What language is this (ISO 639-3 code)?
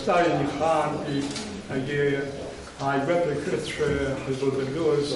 abk